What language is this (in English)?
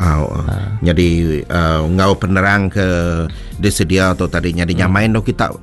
Iban